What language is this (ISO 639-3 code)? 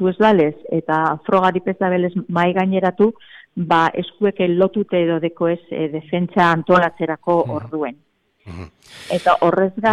eus